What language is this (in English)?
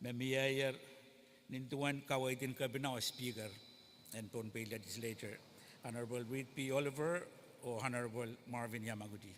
Pohnpeian